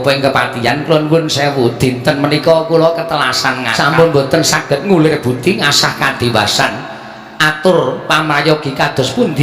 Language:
Javanese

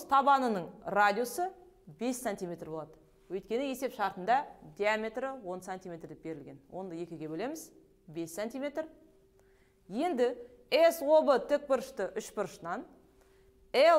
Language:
Kazakh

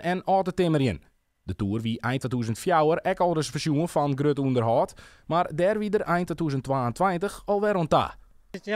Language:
Western Frisian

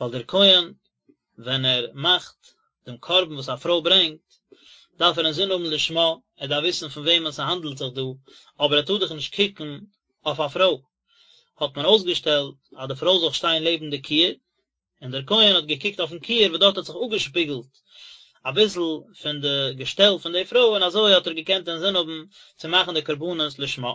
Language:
Yiddish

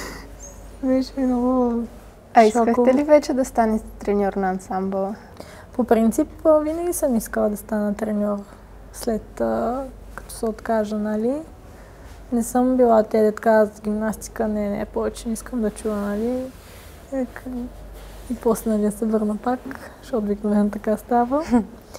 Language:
Bulgarian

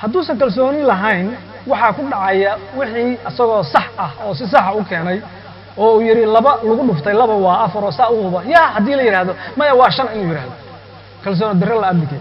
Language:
Somali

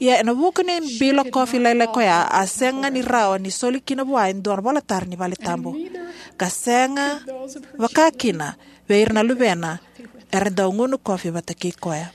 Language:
Fijian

